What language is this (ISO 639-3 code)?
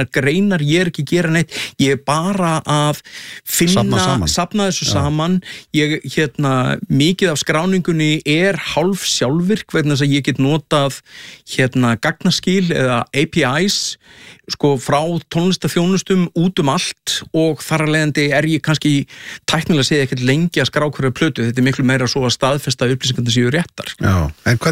isl